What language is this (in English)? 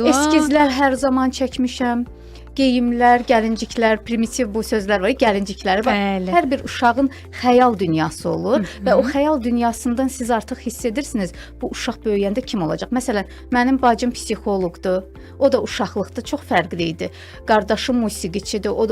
Azerbaijani